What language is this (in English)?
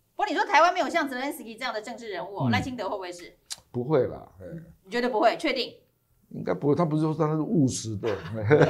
Chinese